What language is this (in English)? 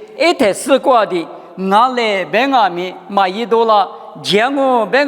Lisu